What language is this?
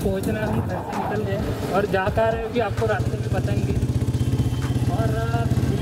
Hindi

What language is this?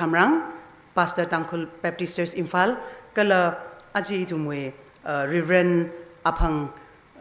Tangkhul Naga (India)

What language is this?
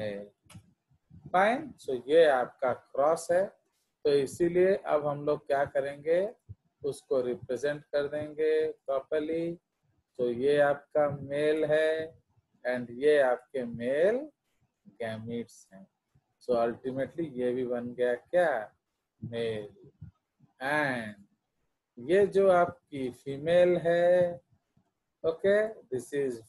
Hindi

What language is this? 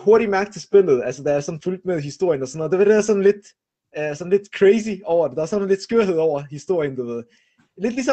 Danish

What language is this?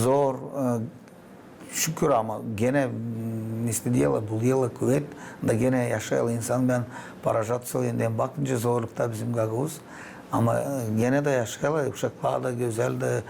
Gagauz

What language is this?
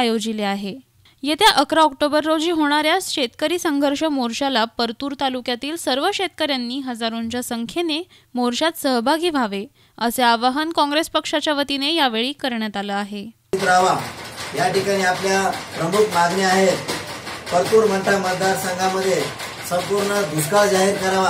Marathi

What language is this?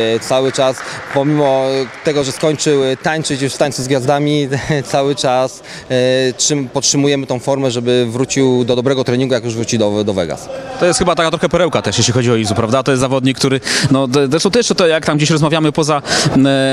Polish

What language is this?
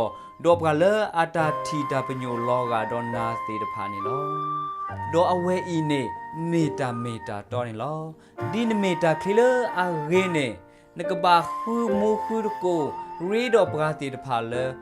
S'gaw Karen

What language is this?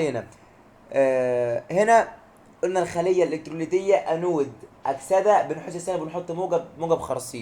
Egyptian Arabic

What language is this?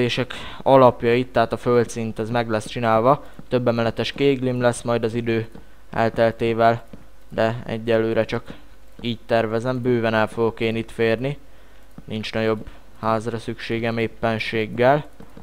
Hungarian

